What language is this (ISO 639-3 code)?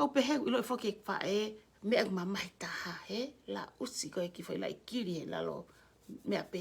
ton